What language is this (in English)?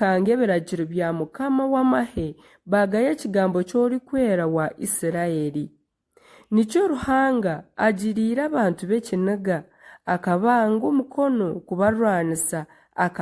Nyankole